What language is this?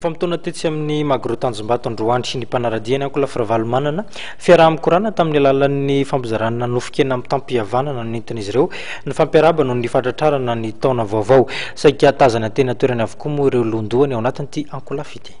Malagasy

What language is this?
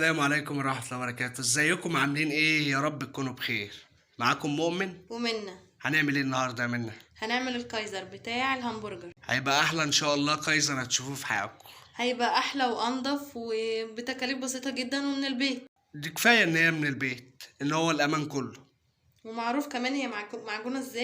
Egyptian Arabic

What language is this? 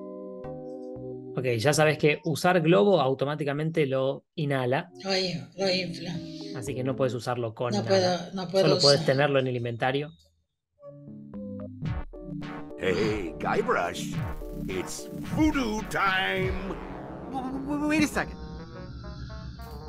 Spanish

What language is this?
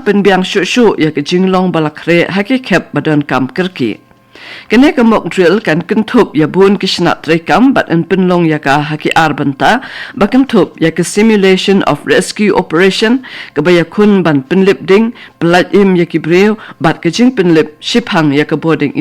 Khasi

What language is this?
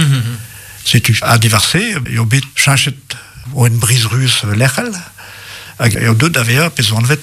Breton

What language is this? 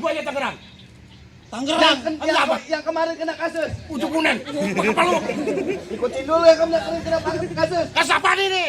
Betawi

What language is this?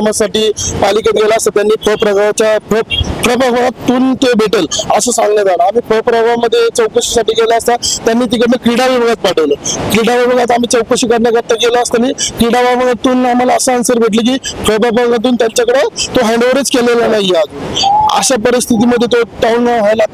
Marathi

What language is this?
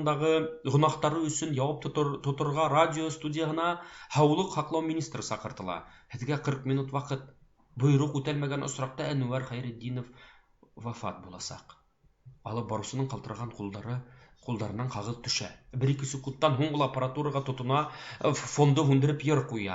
Bashkir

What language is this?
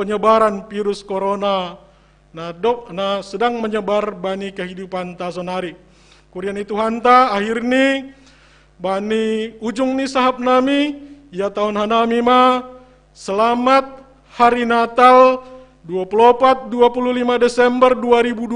Batak Simalungun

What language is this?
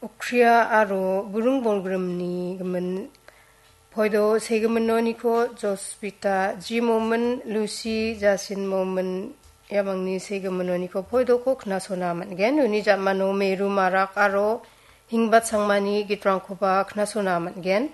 Garo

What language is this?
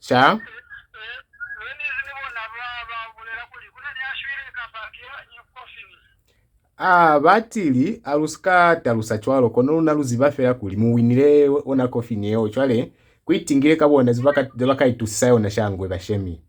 Lozi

